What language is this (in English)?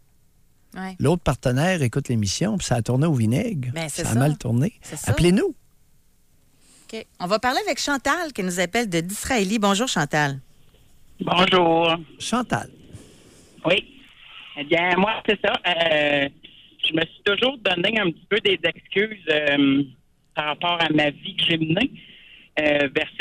French